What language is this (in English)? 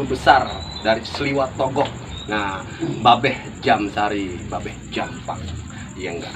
Betawi